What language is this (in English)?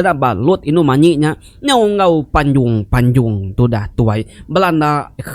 Iban